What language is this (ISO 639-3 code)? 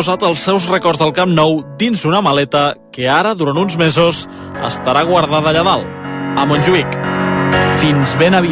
cat